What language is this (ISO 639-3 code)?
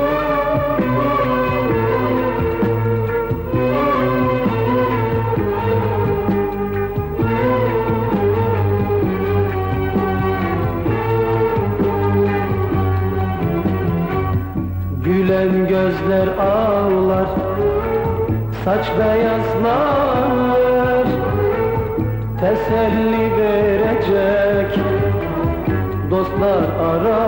tur